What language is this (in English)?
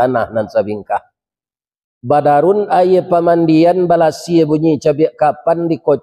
Minangkabau